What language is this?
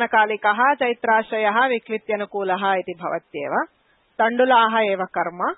Sanskrit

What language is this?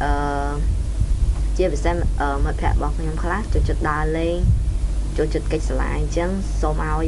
Khmer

